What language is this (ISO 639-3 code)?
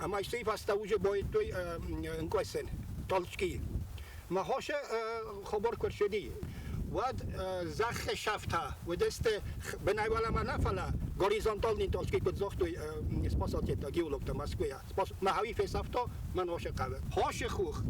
oss